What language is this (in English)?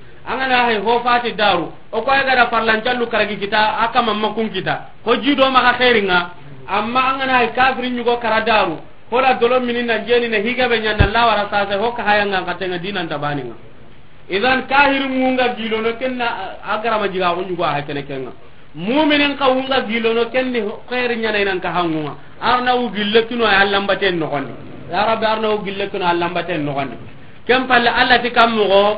Soninke